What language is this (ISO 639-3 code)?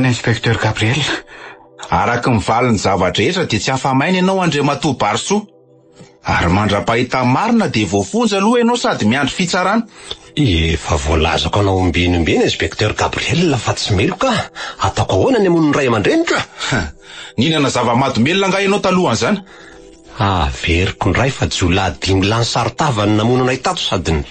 mlg